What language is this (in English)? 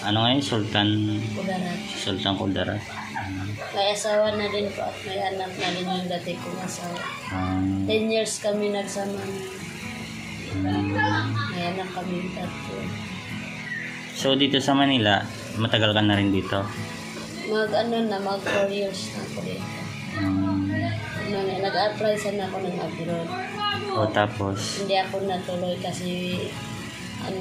Filipino